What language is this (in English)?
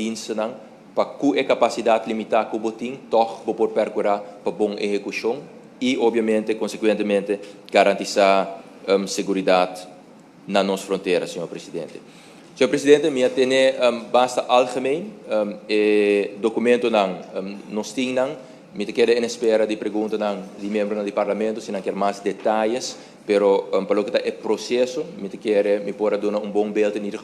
Papiamento